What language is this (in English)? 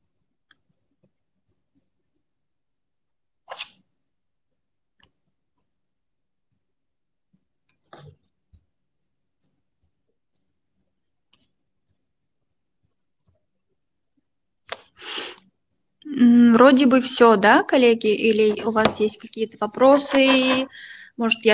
Russian